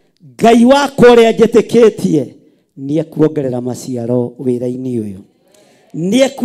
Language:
Kikuyu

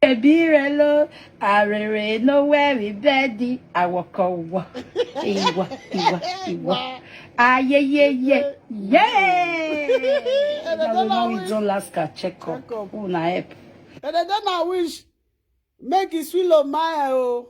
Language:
Nigerian Pidgin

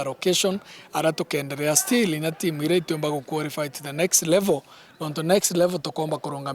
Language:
Meru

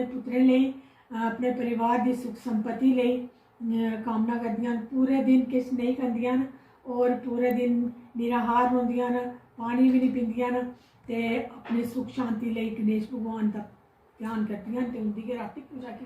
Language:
Dogri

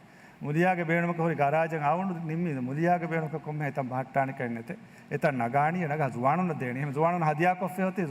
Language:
Divehi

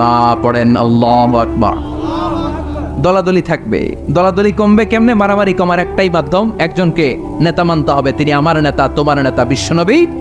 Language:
Bangla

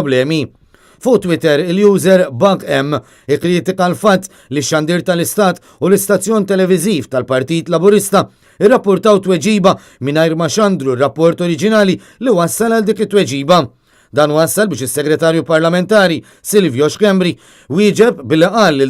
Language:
Maltese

